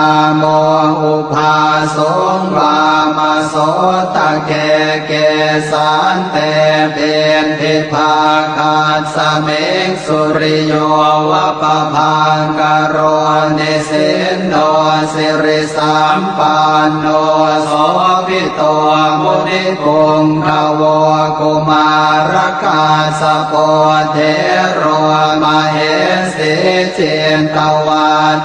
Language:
Pali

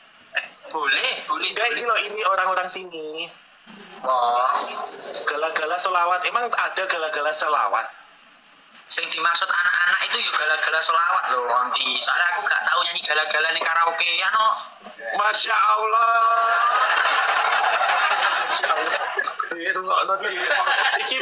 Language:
Indonesian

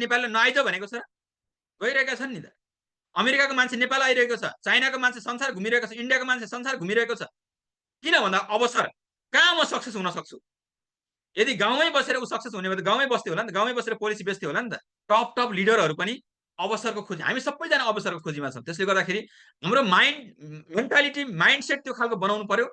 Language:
Nepali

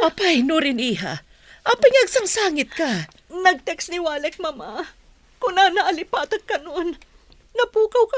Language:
Iloko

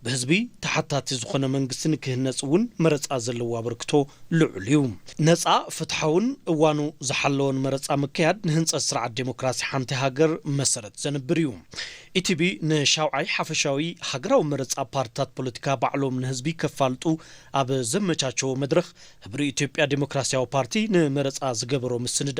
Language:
Tigrinya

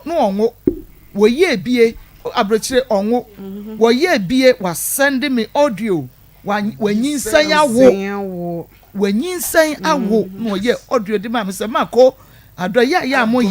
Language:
Akan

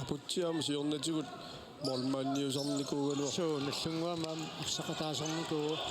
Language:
Kalaallisut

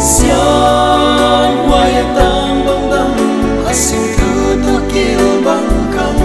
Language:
Paite Chin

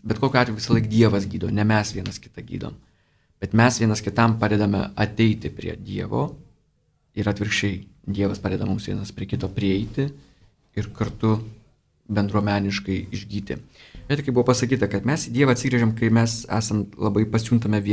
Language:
Lithuanian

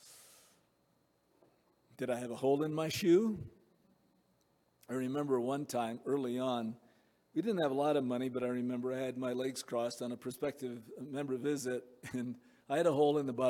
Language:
English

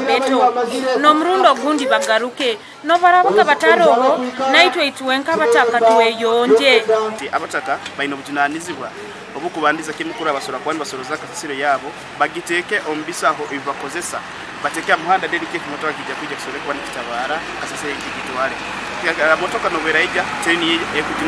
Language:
Nyankole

